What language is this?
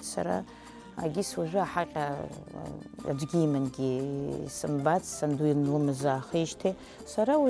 Abkhazian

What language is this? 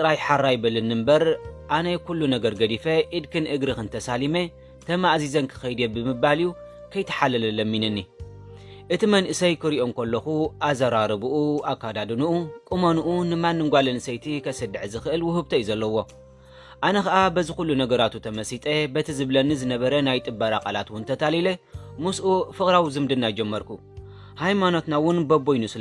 Tigrinya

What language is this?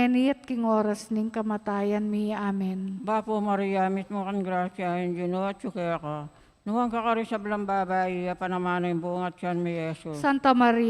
Pampanga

